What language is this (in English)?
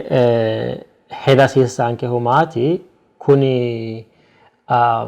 Sidamo